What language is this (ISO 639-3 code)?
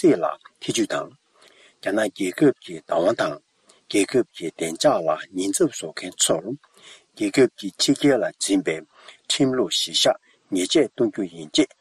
bod